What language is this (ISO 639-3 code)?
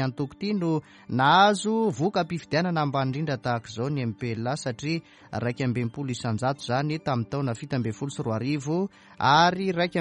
mlg